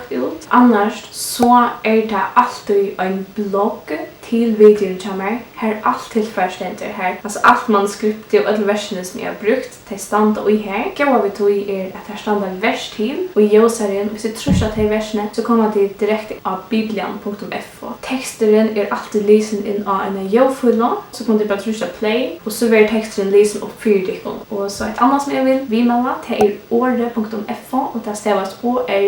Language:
Faroese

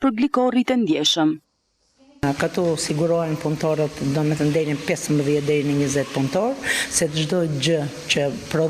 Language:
Albanian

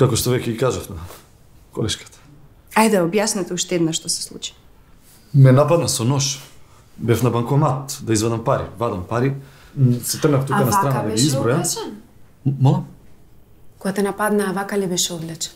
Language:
Macedonian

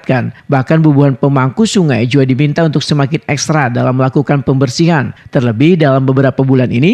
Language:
Banjar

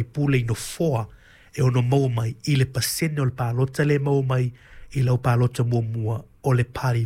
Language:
Samoan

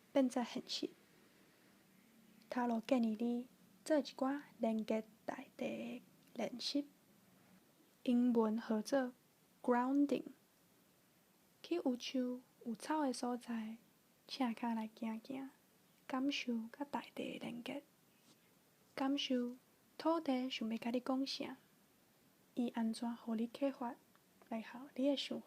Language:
Min Nan Chinese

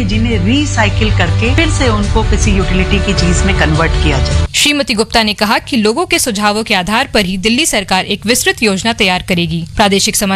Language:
Hindi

